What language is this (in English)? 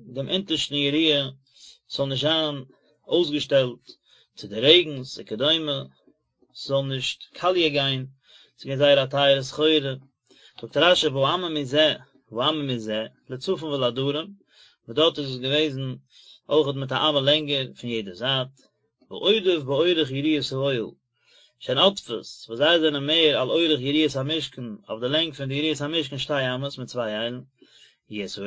Yiddish